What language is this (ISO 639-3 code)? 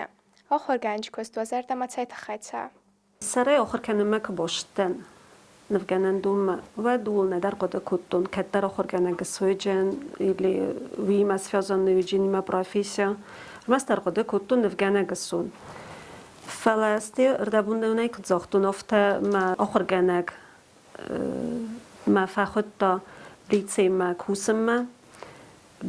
oss